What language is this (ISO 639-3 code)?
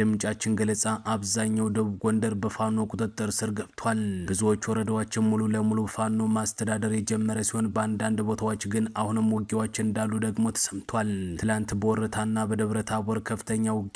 amh